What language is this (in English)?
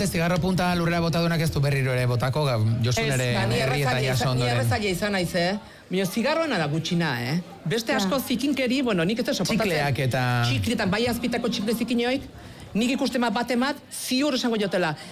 Basque